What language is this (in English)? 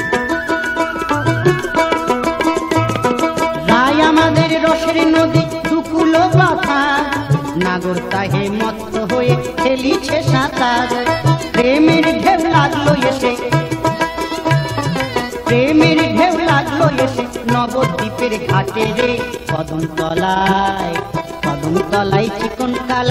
Bangla